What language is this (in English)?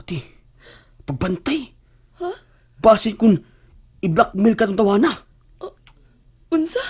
Cebuano